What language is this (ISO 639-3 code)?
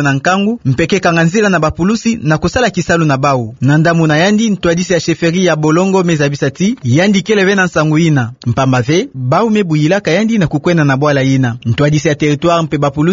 ktu